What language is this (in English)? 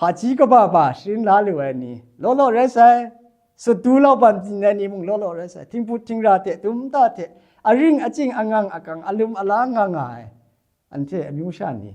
Kachin